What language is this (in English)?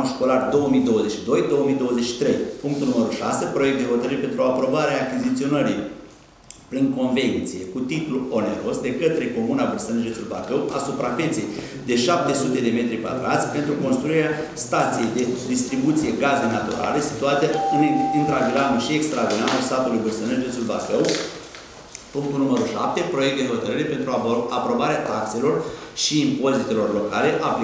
Romanian